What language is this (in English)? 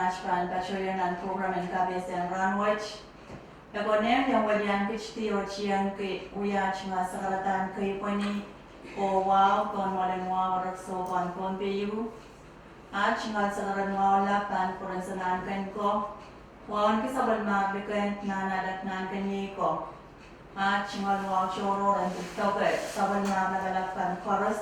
Pohnpeian